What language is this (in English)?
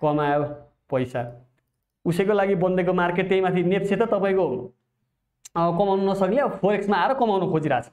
Nepali